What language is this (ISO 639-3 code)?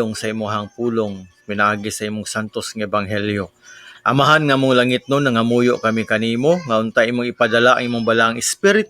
ceb